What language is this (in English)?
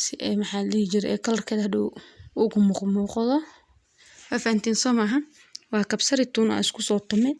Somali